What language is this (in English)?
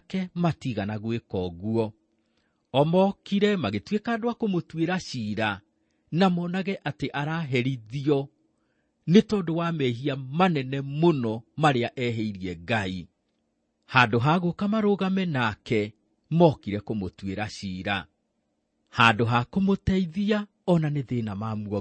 Kikuyu